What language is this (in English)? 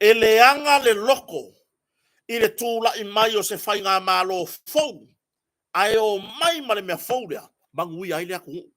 Samoan